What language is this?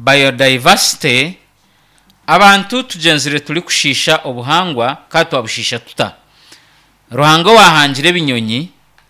Nyankole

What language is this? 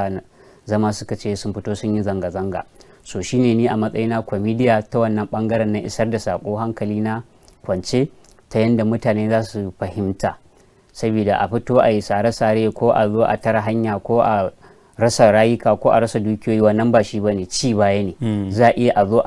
Hausa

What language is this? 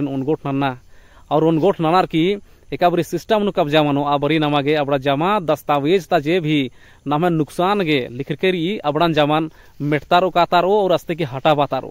Kurukh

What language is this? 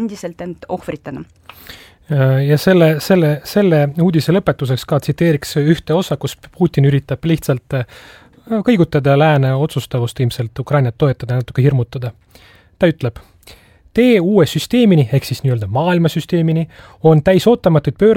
Estonian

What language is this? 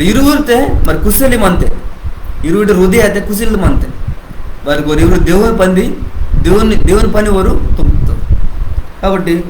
Koya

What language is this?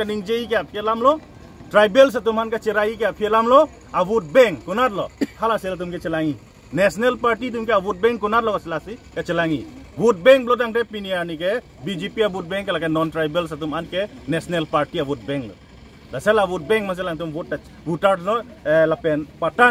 Karbi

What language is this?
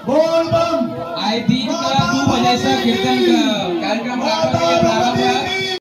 Maithili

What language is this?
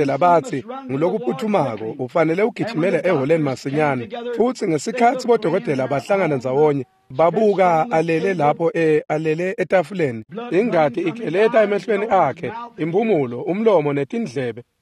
Swati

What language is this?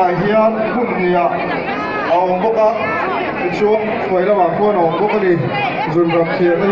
Mizo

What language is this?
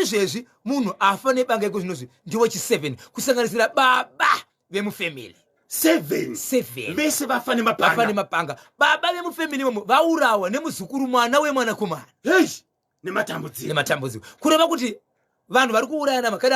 Shona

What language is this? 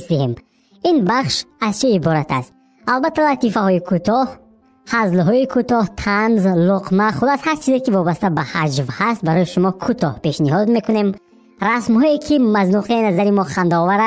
Tajik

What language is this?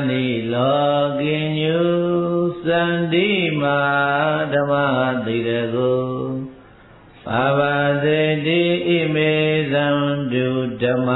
Burmese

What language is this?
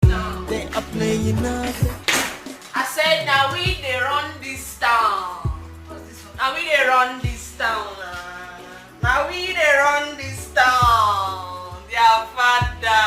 Nigerian Pidgin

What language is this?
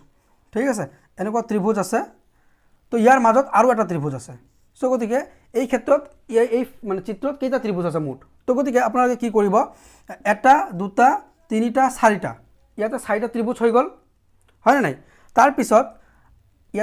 Assamese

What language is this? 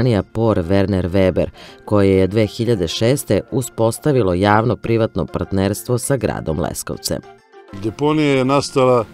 Serbian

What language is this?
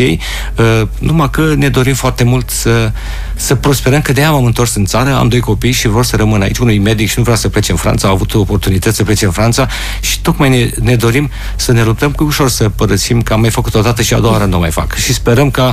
Romanian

